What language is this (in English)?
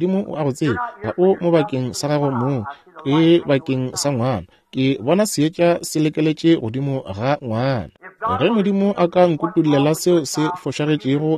Northern Sotho